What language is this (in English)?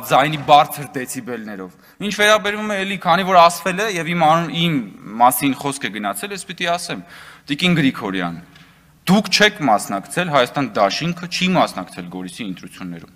Armenian